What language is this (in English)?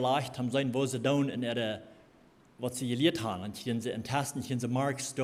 Plautdietsch